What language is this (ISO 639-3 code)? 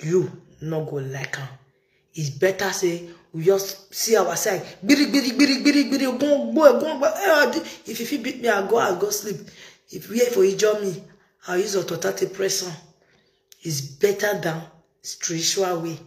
pcm